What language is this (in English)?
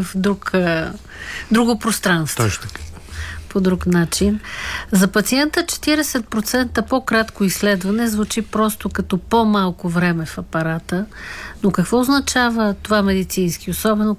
Bulgarian